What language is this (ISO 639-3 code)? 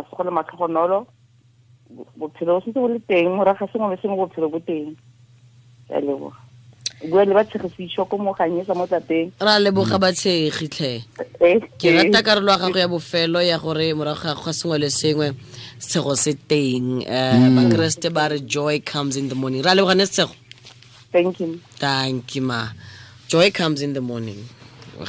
tsn